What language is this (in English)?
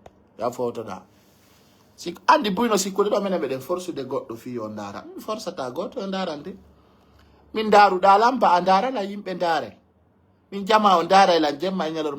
Pular